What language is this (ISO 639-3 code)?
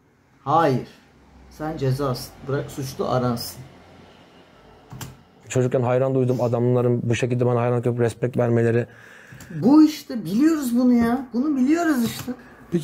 tur